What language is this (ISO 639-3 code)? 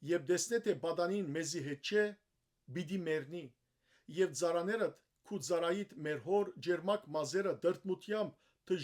hyw